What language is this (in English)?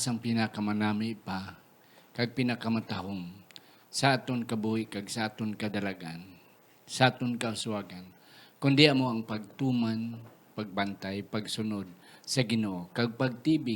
Hiligaynon